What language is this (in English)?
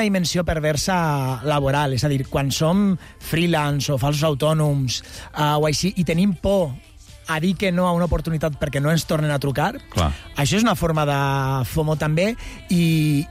Catalan